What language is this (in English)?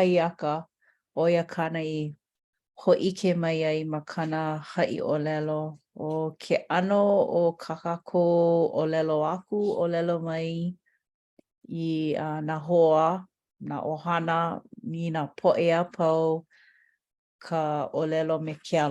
Hawaiian